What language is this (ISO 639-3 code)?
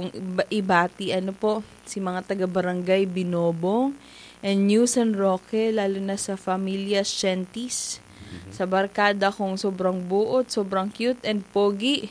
bik